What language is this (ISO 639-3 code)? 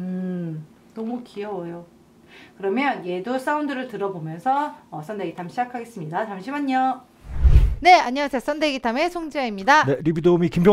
kor